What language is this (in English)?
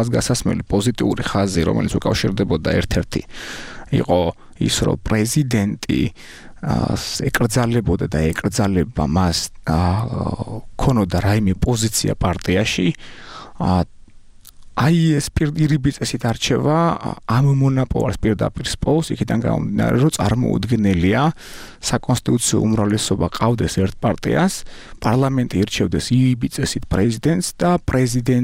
Georgian